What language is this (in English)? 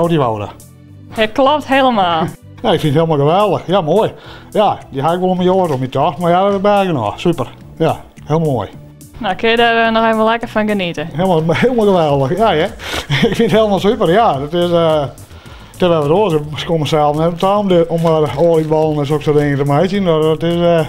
Western Frisian